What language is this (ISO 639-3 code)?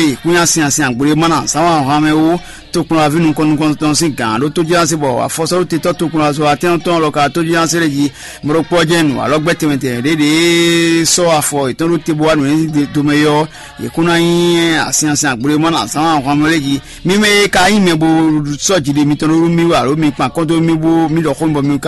fon